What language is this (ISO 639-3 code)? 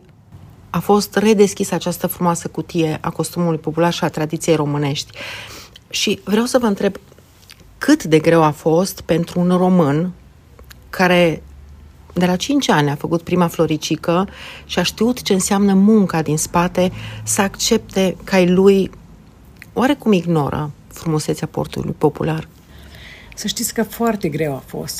ron